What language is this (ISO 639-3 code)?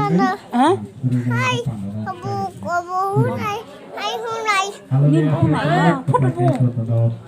trp